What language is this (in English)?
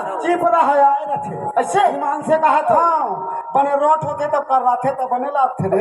Chhattisgarhi